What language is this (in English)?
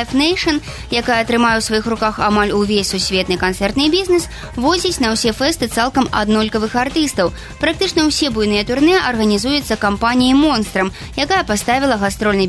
Belarusian